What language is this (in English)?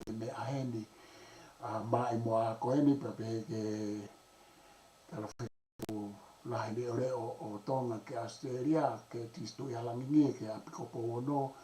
Tongan